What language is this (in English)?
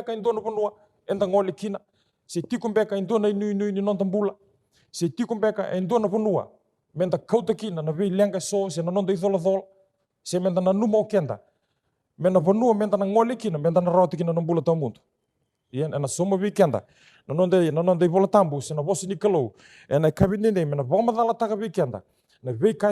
Fijian